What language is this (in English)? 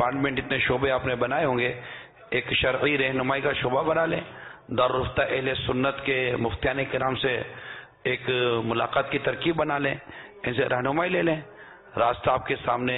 Urdu